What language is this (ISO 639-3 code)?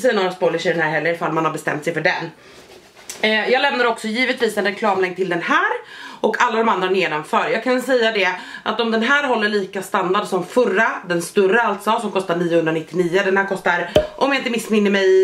swe